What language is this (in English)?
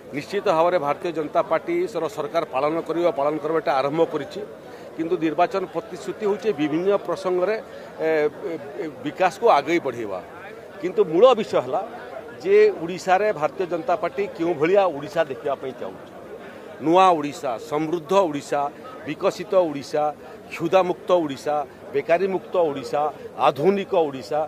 Odia